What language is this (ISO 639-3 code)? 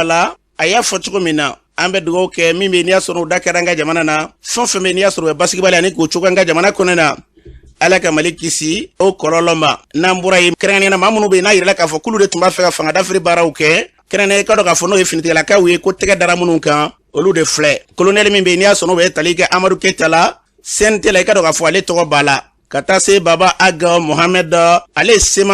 bam